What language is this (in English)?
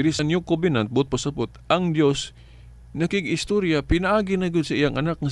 Cebuano